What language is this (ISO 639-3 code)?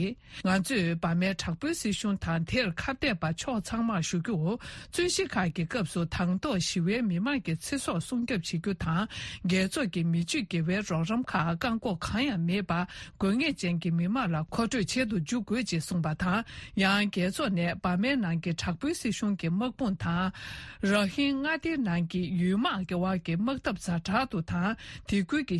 bod